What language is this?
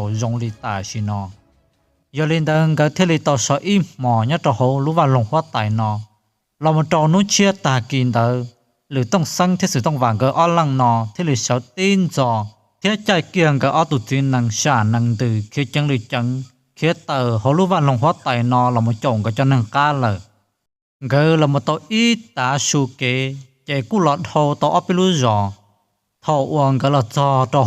Hmong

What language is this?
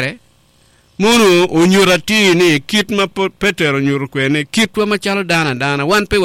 Acoli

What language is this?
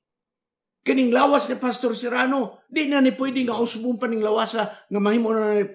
Cebuano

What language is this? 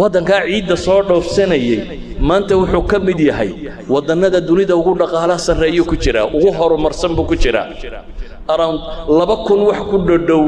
Somali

